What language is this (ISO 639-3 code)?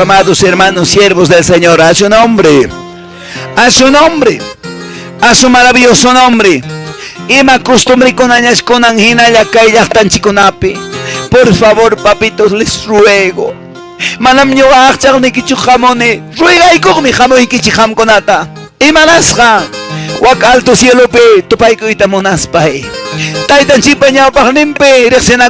que